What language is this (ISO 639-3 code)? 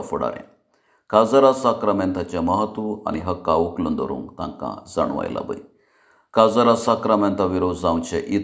kok